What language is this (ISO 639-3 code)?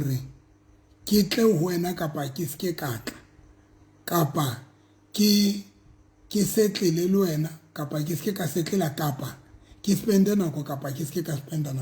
sot